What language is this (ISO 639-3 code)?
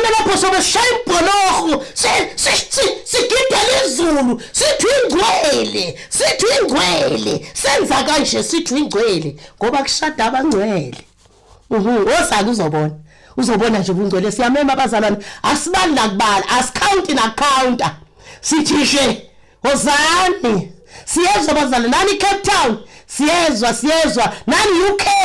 zul